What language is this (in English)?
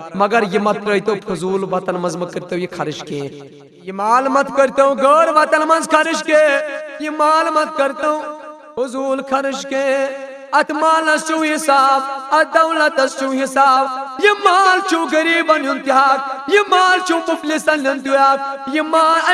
Kashmiri